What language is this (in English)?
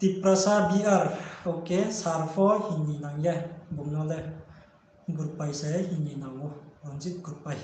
Riang (India)